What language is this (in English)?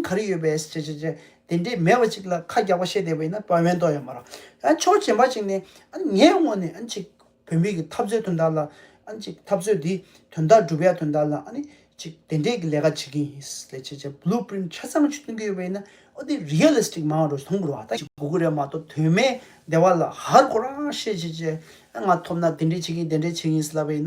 Tibetan